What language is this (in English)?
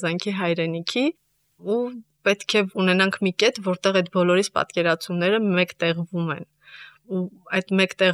Armenian